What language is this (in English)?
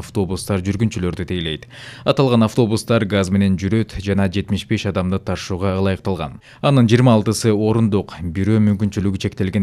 Kyrgyz